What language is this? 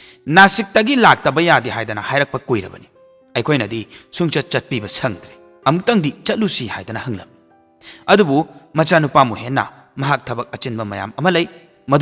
Manipuri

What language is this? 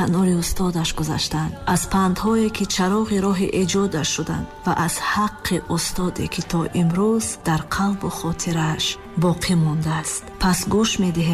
Tajik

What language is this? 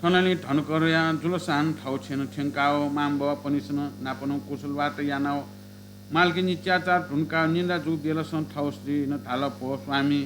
Newari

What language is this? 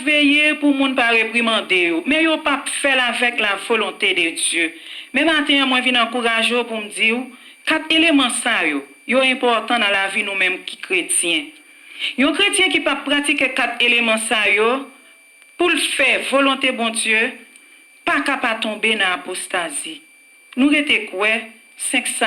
Haitian Creole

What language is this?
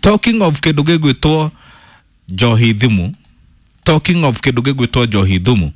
Kikuyu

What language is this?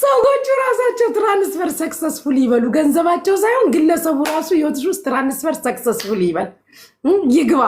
Amharic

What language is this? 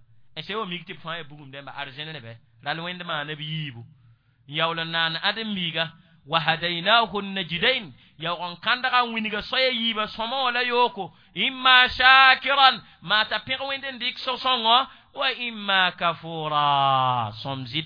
Mossi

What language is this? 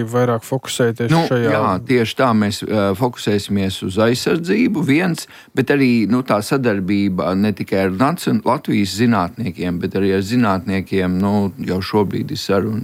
Latvian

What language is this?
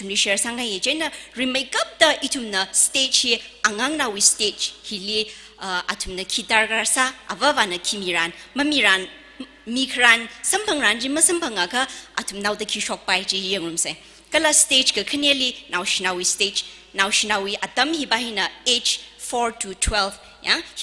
Tangkhul Naga (India)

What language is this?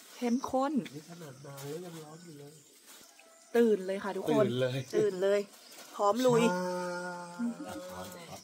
Thai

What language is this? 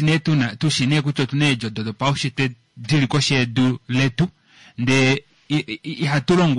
Kuanyama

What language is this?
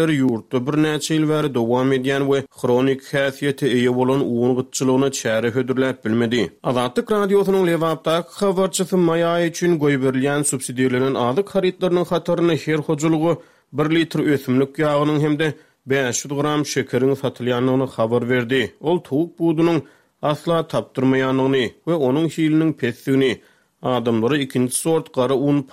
Turkmen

